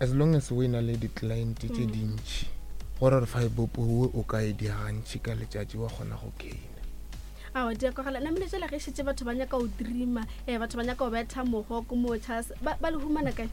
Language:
Northern Sotho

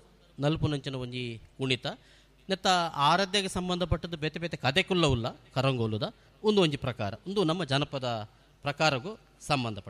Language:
Tulu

